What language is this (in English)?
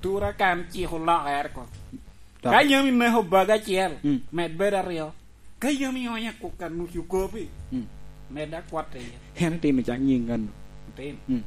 Lango (Uganda)